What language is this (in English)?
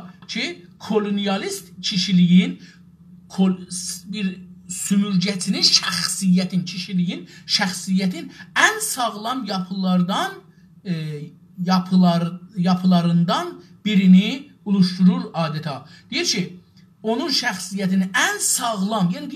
South Azerbaijani